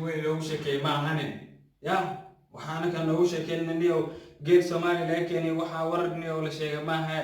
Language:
Somali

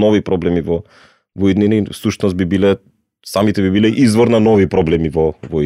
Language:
Macedonian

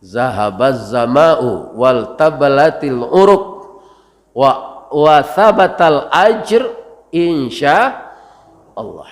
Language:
Minangkabau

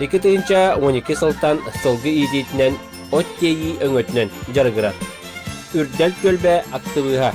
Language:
Yakut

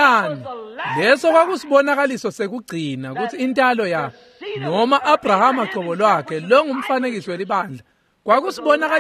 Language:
Swati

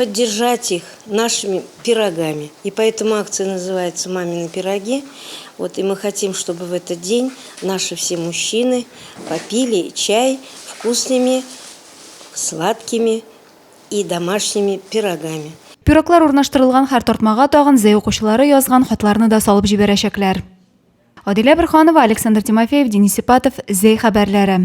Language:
Tatar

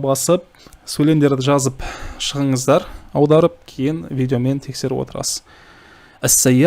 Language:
Kazakh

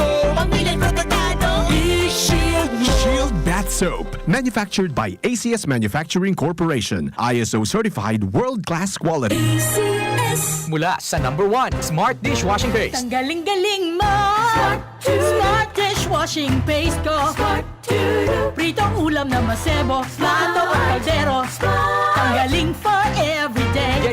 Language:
Bikol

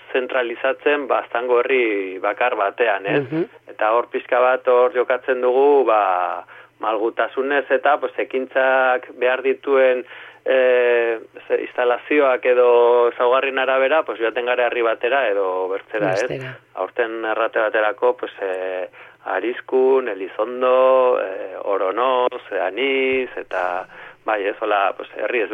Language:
Basque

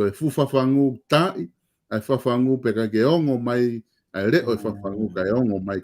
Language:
Tongan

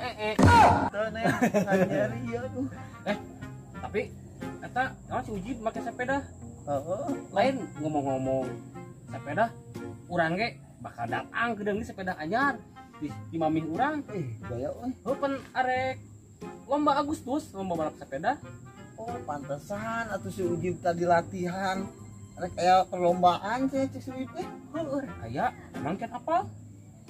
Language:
Sundanese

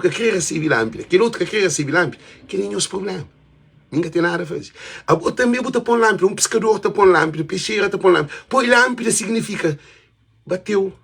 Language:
Kabuverdianu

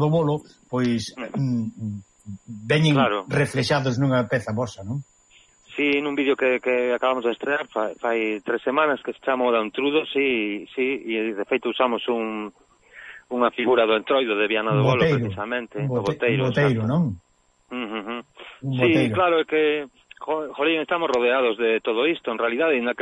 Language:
Galician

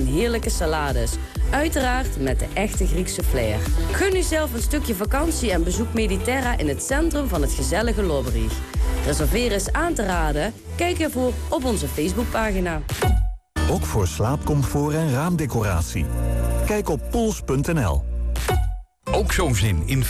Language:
Dutch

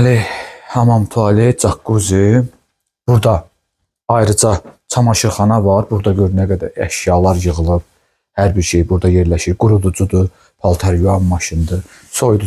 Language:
Azerbaijani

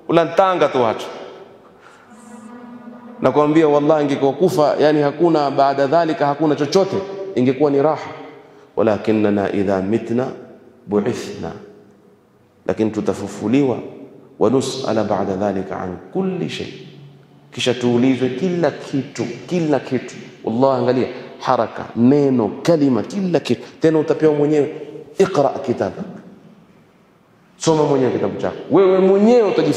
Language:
Swahili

